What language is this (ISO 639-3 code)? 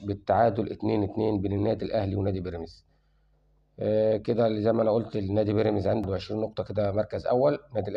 arz